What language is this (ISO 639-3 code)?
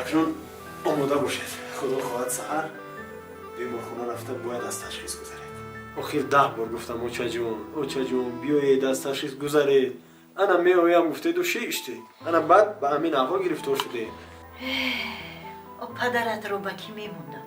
tgk